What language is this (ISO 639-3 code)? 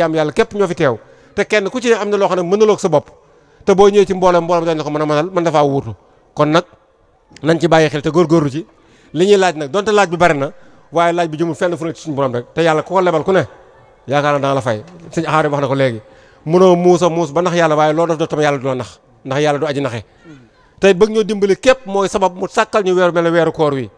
wol